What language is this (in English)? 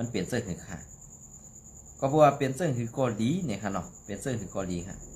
Shan